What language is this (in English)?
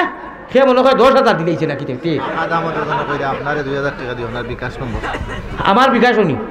Sylheti